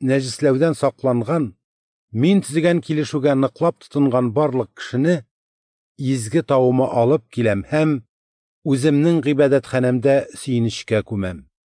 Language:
Tatar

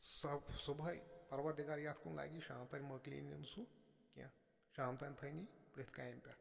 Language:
Kashmiri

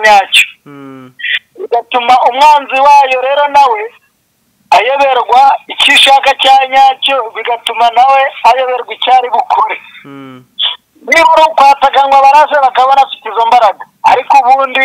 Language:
Kinyarwanda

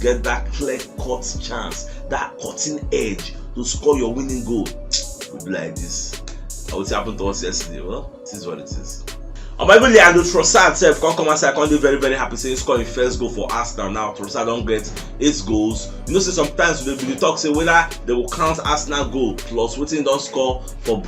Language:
Nigerian Pidgin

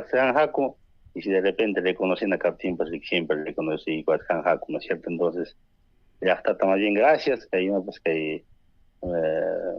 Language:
Ayacucho Quechua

